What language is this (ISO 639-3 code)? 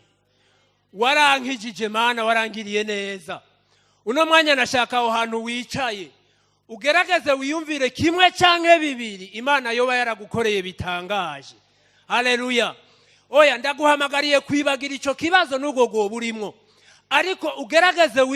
run